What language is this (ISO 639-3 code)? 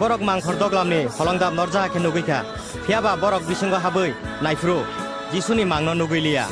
trp